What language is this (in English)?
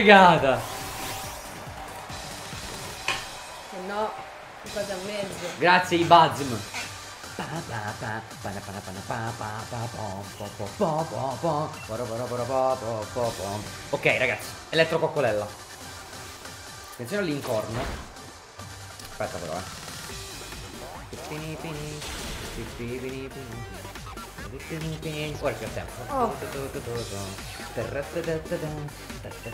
Italian